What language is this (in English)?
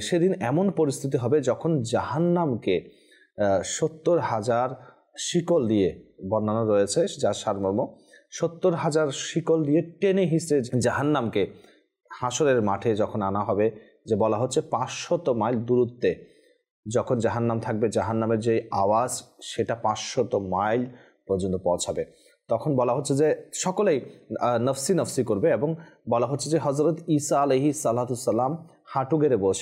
Bangla